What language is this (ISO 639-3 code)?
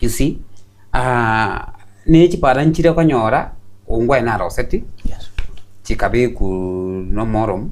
guz